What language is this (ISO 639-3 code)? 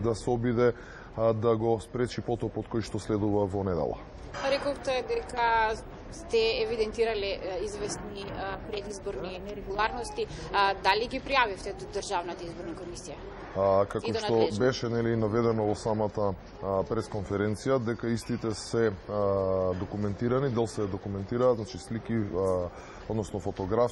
mkd